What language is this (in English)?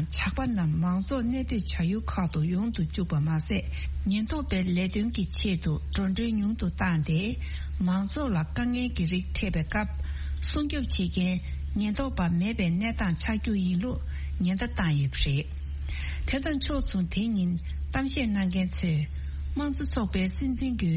Tibetan